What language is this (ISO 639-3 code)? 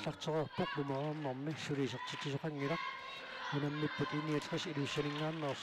kal